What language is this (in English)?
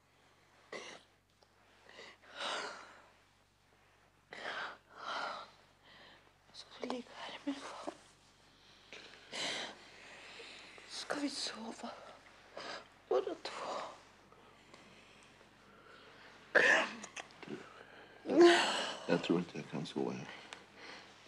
Swedish